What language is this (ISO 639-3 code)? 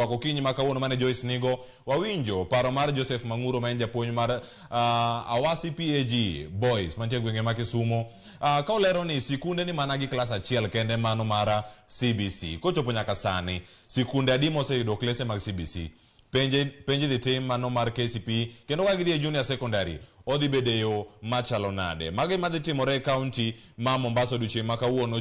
luo